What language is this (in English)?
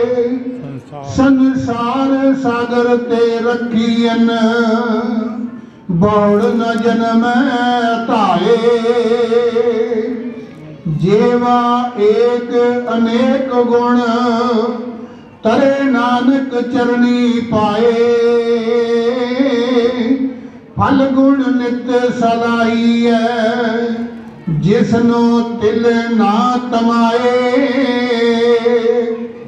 Punjabi